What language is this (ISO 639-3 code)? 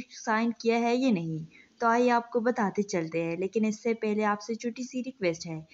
urd